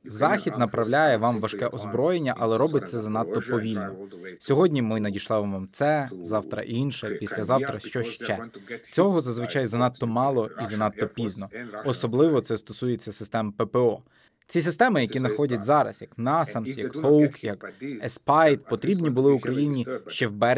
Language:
Ukrainian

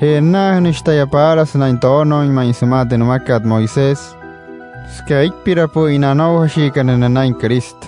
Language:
Wayuu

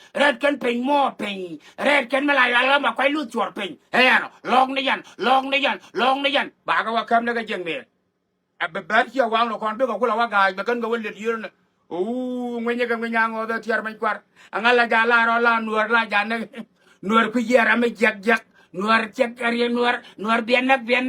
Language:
Nuer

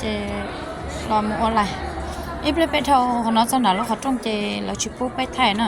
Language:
Hmong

